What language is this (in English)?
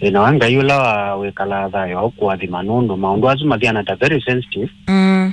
Kamba